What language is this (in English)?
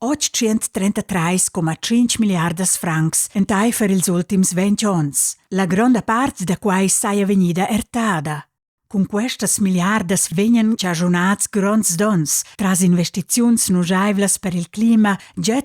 Romansh